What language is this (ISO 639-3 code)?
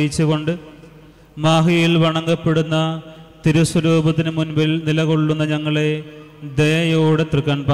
mal